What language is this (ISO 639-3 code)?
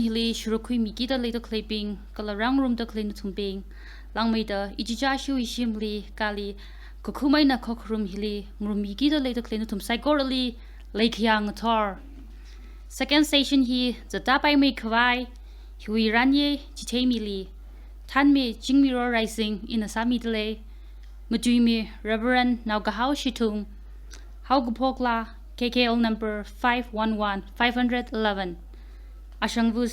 nmf